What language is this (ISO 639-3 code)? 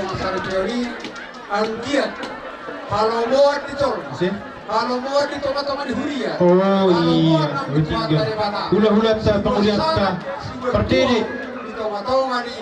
bbc